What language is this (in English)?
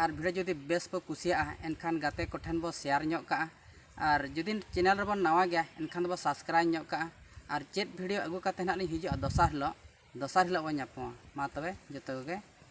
Santali